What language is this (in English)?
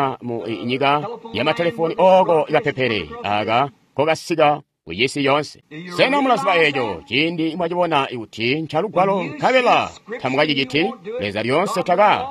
Tonga (Zambia)